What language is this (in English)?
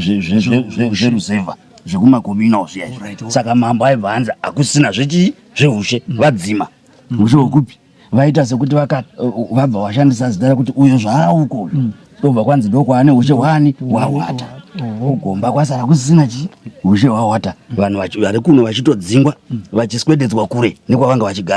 Shona